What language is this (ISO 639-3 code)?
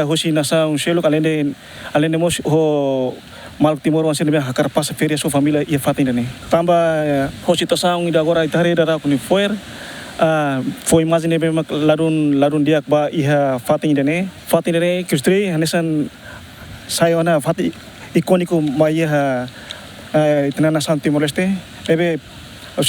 tet